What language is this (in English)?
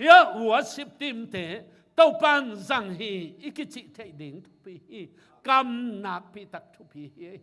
Tedim Chin